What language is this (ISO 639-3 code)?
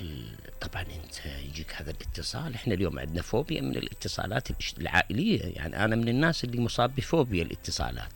acm